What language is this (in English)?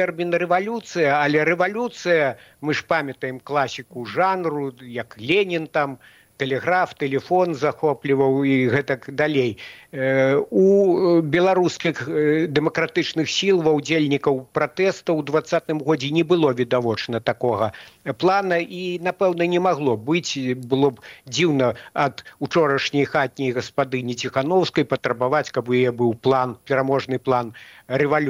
Belarusian